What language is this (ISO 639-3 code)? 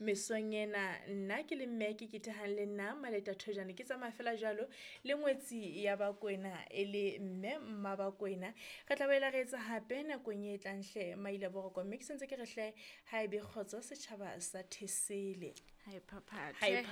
sot